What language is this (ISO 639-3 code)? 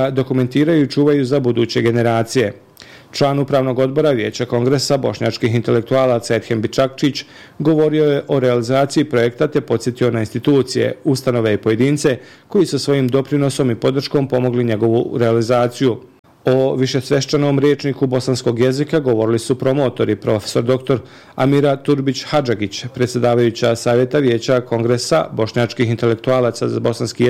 bos